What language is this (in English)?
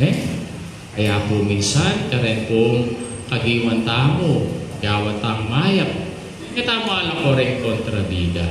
Pampanga